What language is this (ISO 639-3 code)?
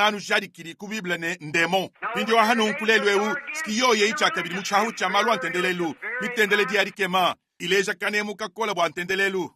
lua